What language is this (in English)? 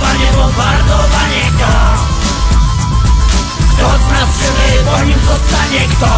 Polish